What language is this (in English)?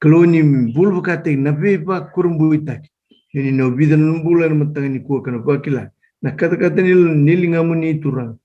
Fijian